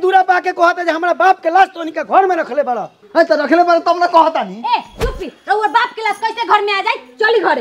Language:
Bhojpuri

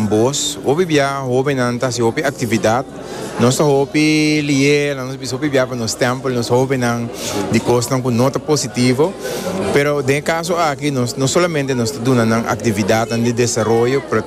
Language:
Papiamento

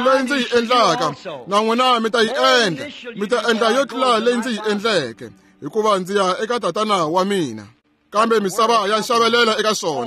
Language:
Tsonga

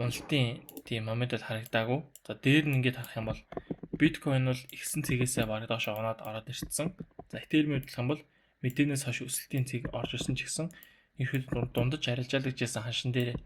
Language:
Mongolian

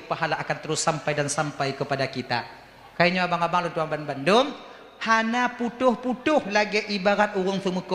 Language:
Achinese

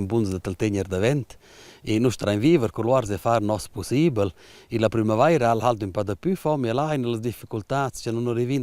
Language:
Romansh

